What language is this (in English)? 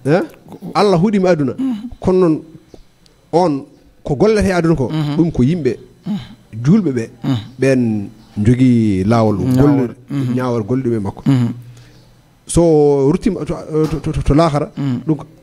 Fula